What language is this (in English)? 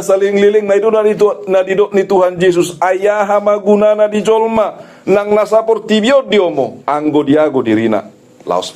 Batak Toba